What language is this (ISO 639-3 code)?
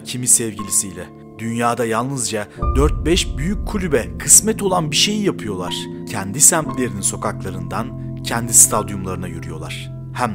tur